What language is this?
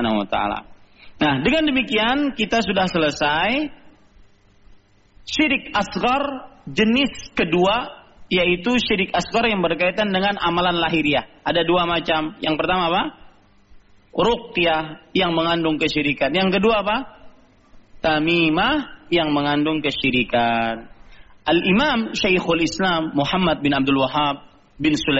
Indonesian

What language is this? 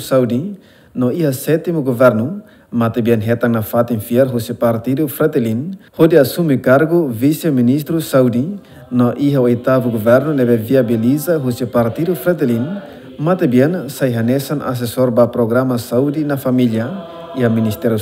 Tetum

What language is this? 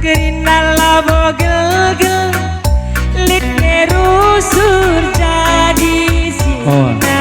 Batak Karo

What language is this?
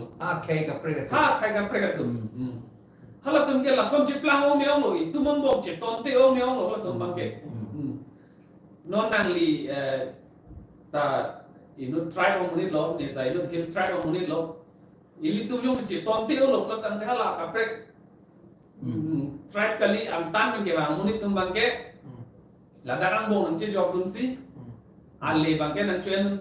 Karbi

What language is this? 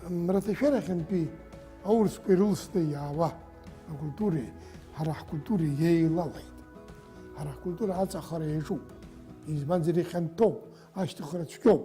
Abkhazian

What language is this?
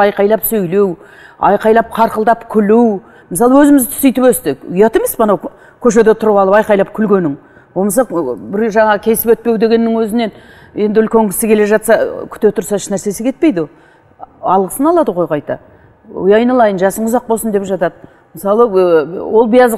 Kazakh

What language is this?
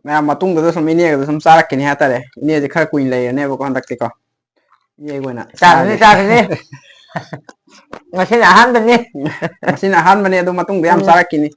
Manipuri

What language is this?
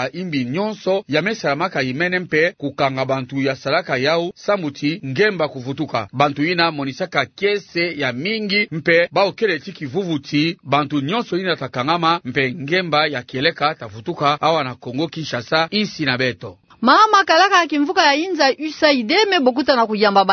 Kituba (Democratic Republic of Congo)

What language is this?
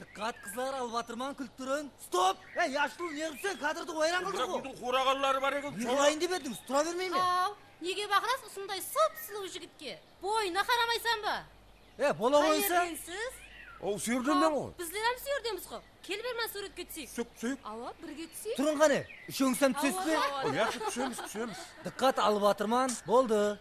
Kara-Kalpak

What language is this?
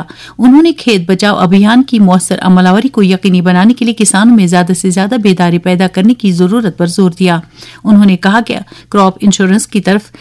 Urdu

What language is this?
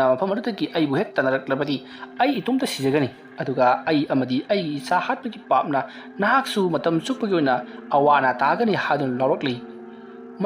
Manipuri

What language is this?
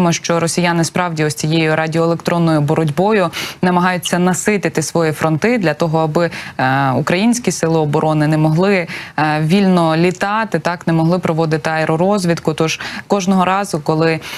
Ukrainian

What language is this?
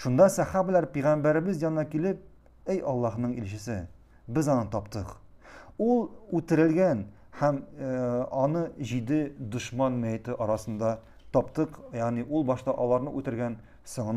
Tatar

